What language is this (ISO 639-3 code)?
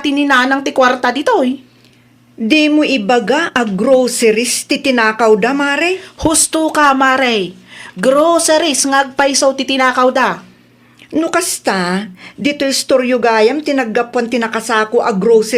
ilo